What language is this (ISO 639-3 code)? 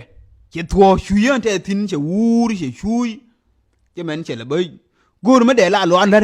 nus